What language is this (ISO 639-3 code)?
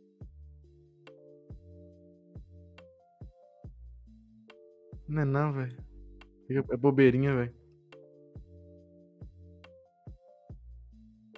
por